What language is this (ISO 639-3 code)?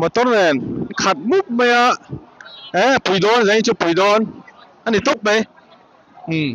lus